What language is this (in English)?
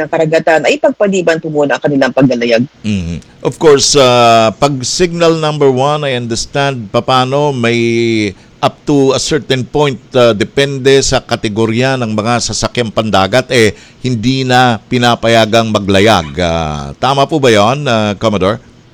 Filipino